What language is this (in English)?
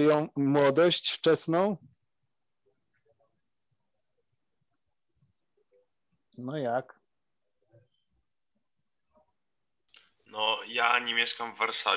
Polish